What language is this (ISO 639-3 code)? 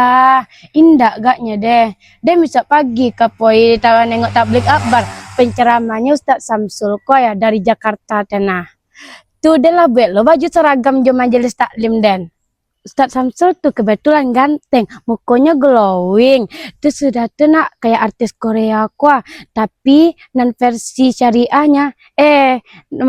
min